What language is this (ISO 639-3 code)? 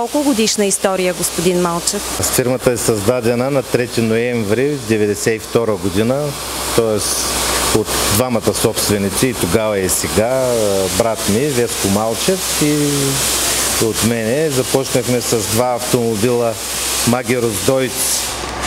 bul